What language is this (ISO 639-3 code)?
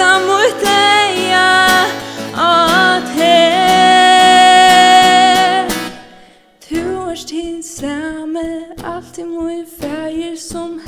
fao